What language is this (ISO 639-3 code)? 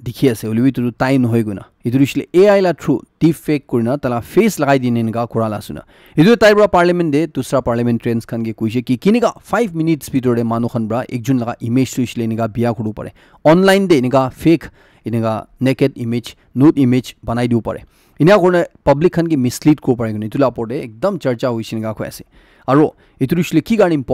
nag